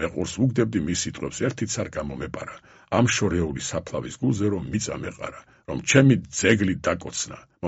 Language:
Georgian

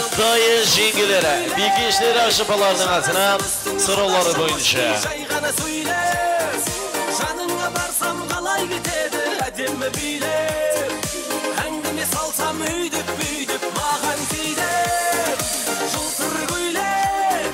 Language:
Kara-Kalpak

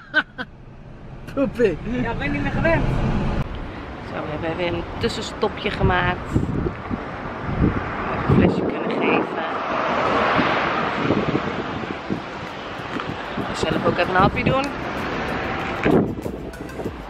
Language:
Dutch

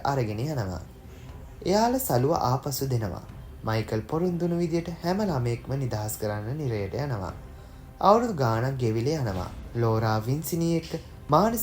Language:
Sinhala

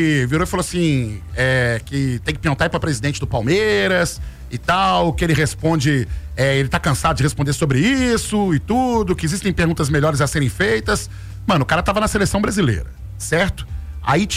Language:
Portuguese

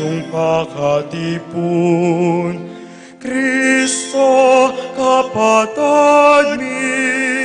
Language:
Pampanga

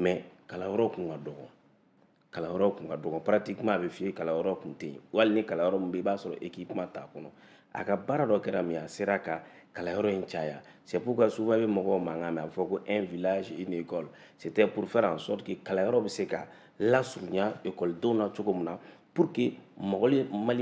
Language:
Bambara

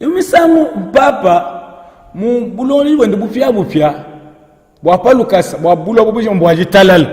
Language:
Luba-Lulua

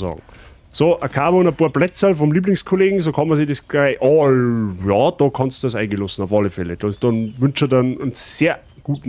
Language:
Bavarian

